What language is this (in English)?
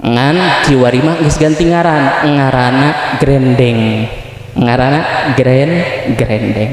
Sundanese